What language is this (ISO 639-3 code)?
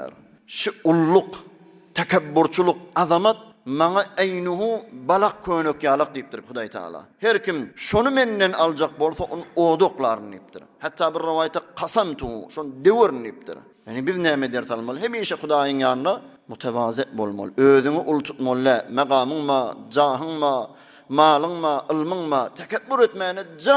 tuk